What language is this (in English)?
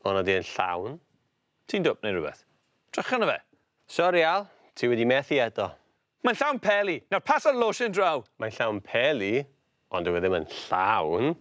Welsh